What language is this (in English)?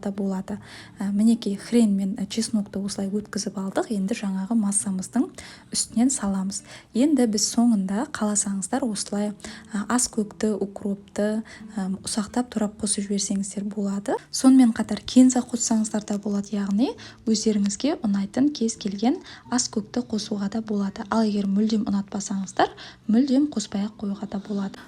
Kazakh